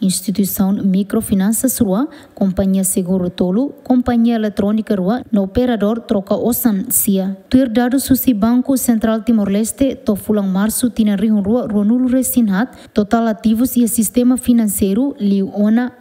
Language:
Tetum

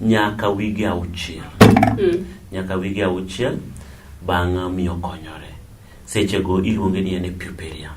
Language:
Luo (Kenya and Tanzania)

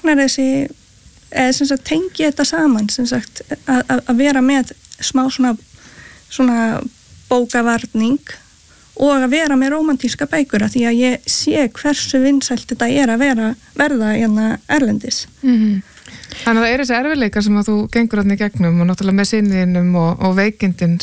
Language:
Icelandic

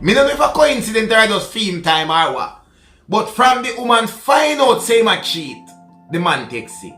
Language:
Jamaican Creole English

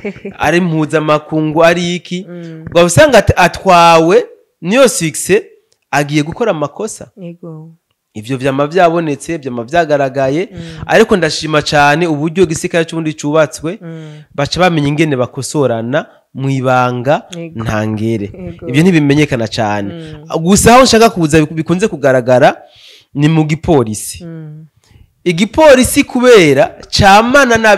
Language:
Rundi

